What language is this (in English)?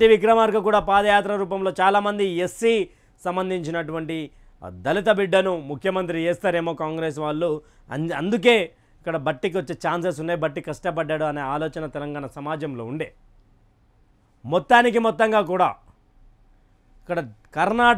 Telugu